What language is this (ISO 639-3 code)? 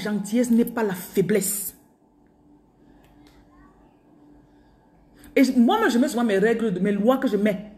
fra